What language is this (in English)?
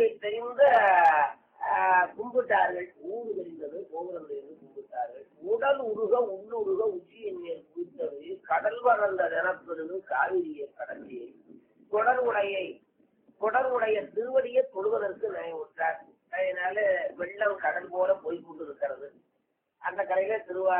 Tamil